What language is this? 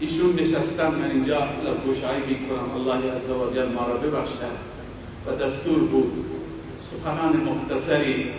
Persian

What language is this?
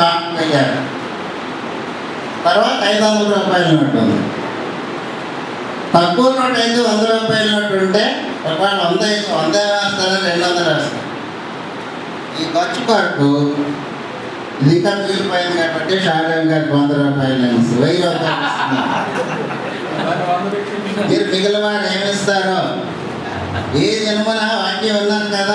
Telugu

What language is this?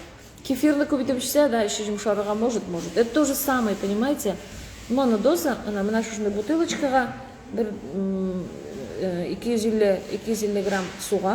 Tatar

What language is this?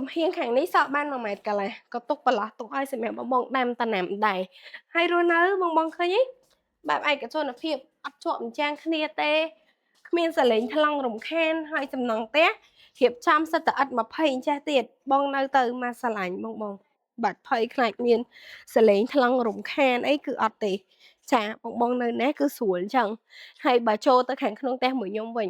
Khmer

